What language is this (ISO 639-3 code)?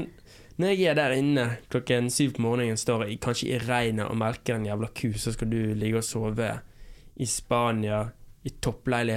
nor